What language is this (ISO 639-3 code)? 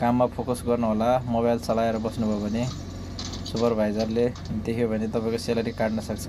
nep